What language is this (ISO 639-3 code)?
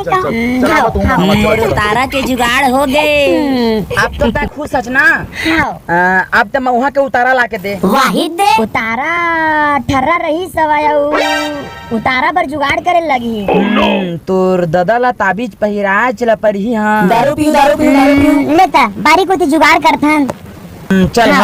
hne